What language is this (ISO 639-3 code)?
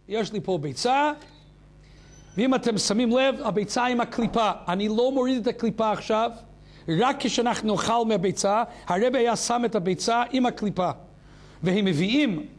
heb